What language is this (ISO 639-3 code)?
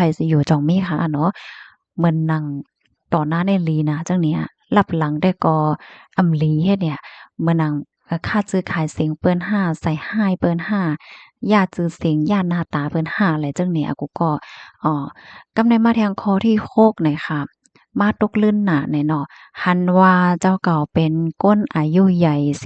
shn